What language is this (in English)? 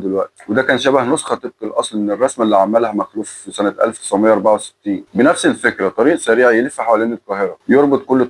Egyptian Arabic